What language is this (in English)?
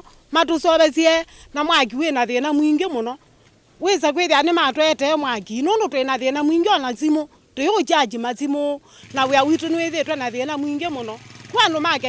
Kamba